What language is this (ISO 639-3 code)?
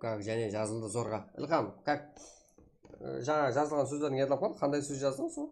kaa